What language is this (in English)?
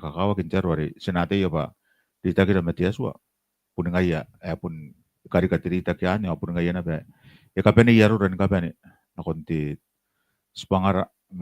Gilbertese